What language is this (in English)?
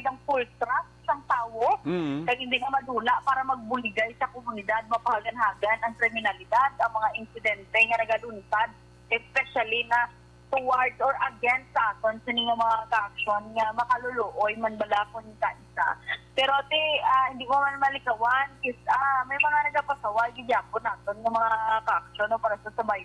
Hiligaynon